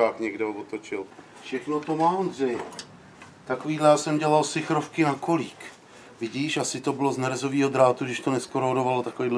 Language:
Czech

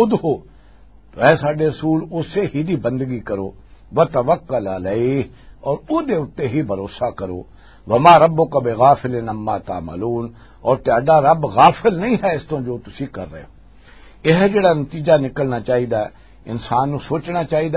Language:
Western Panjabi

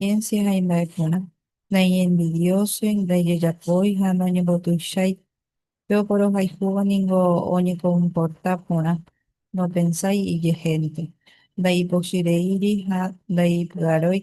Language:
Guarani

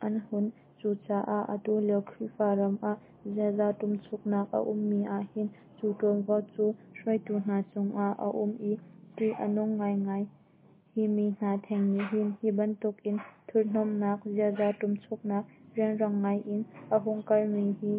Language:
Hakha Chin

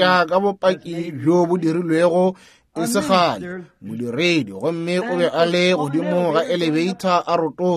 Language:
Northern Sotho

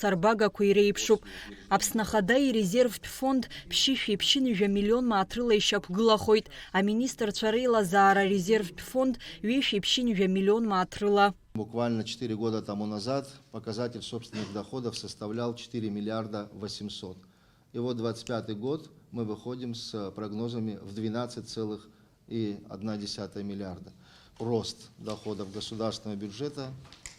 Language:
Abkhazian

